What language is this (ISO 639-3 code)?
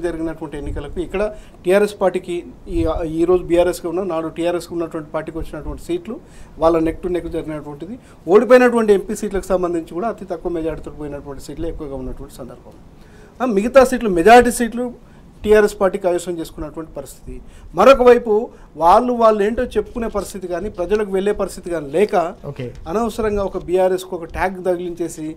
tel